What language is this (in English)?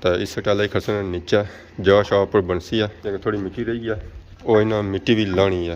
Pahari-Potwari